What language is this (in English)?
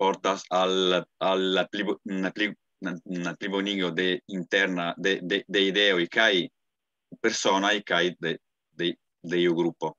Esperanto